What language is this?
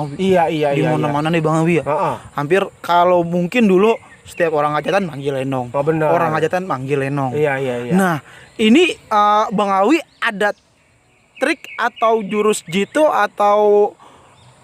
Betawi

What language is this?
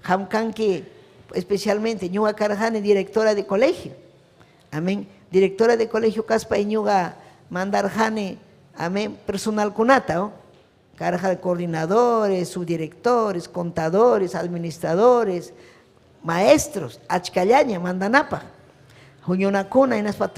Ayacucho Quechua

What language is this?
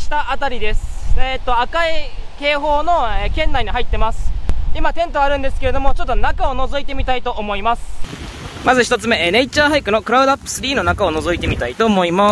Japanese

